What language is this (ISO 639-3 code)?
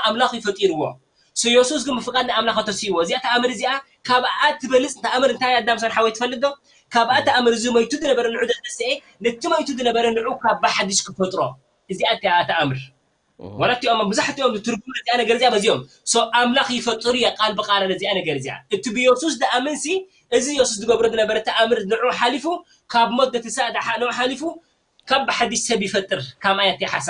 tir